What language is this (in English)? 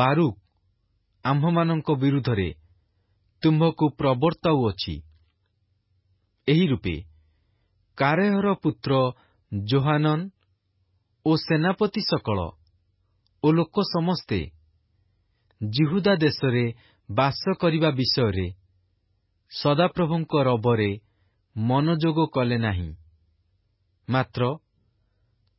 Odia